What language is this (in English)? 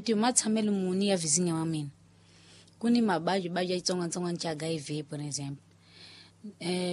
Tsonga